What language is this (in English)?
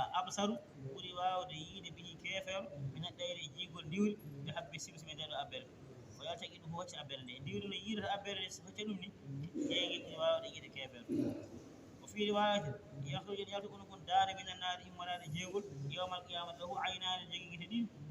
Fula